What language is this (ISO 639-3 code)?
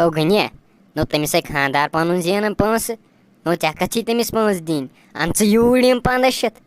kas